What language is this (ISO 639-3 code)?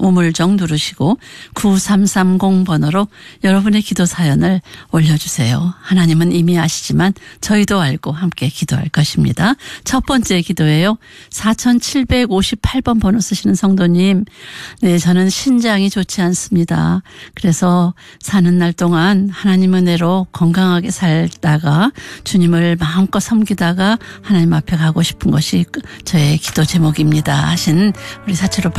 kor